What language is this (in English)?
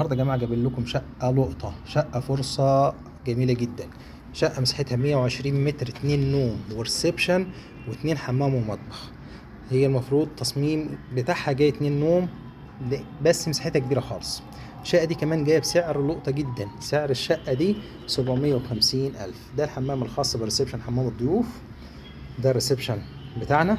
Egyptian Arabic